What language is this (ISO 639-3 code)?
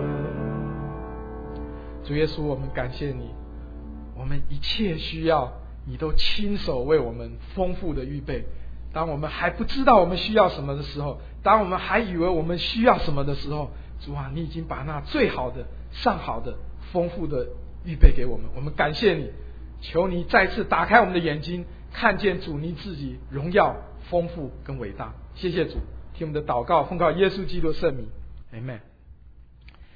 zho